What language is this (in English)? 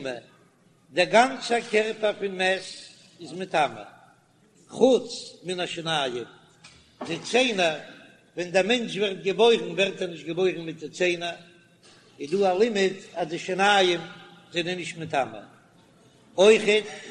Yiddish